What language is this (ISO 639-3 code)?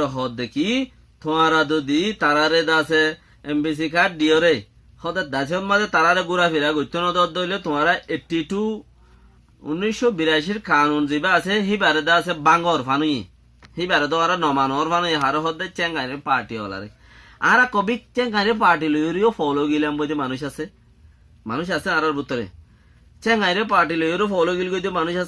rhg